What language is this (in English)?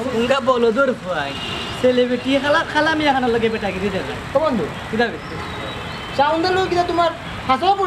Sylheti